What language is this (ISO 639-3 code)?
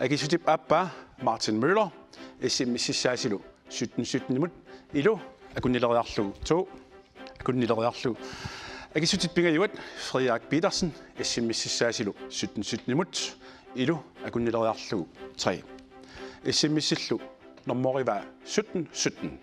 kal